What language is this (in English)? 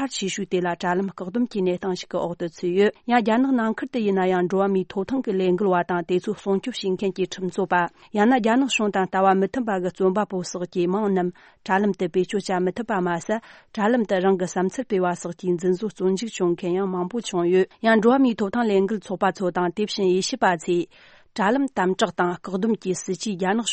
Tibetan